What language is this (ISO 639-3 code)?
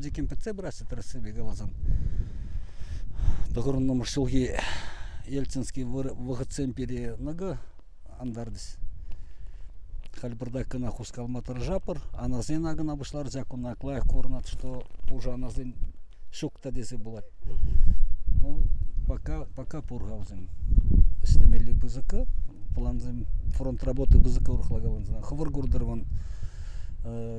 chv